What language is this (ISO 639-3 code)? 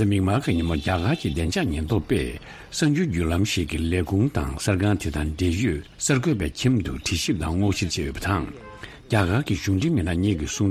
bod